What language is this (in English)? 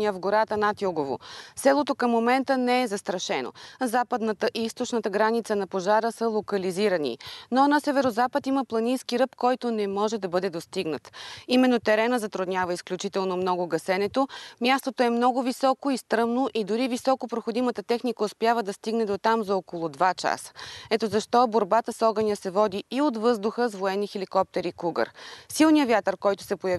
Bulgarian